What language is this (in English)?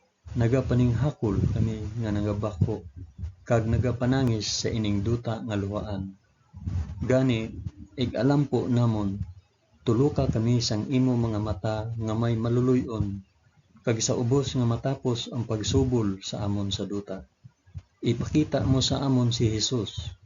Hiligaynon